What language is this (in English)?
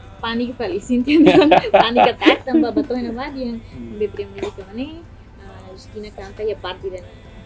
Tetum